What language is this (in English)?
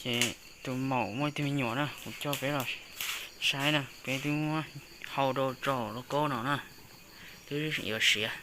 Hmong